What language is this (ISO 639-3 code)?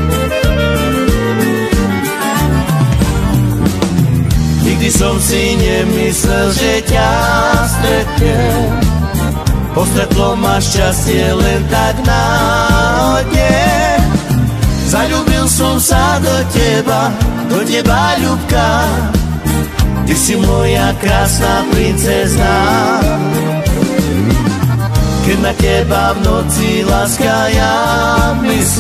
slk